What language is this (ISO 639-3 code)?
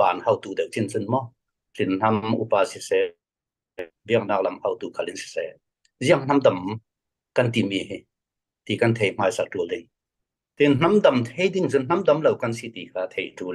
cfm